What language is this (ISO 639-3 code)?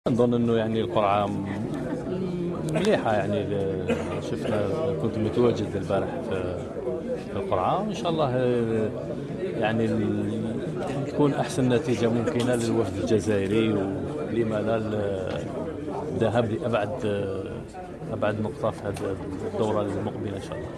arq